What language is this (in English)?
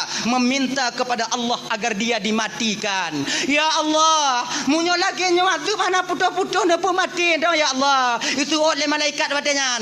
Achinese